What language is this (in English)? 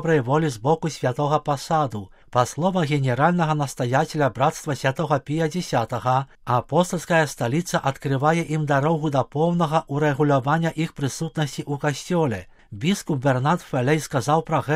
Belarusian